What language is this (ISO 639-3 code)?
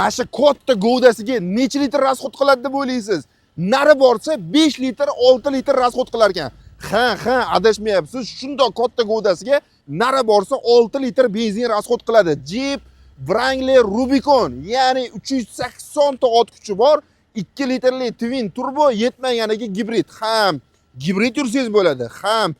uzb